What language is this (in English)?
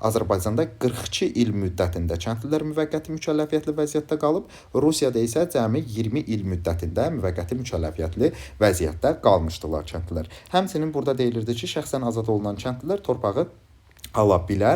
Azerbaijani